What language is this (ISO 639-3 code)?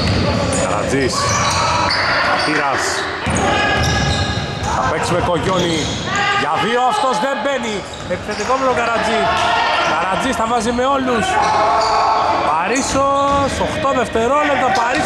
ell